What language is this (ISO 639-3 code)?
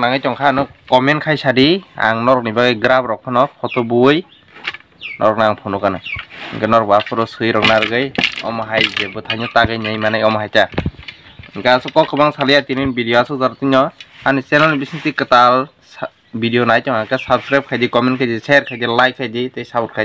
trp